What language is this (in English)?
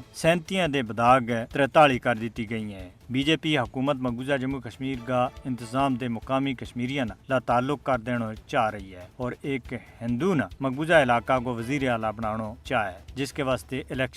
Gujari